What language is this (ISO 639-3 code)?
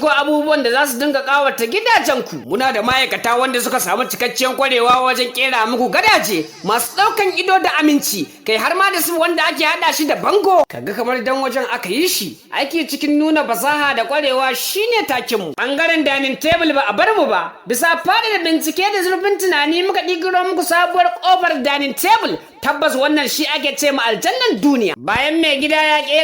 hau